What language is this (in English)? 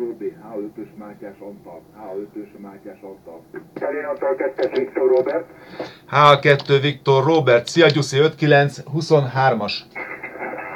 Hungarian